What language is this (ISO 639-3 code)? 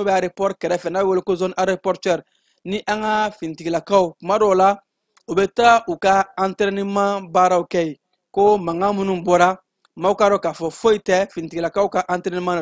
bam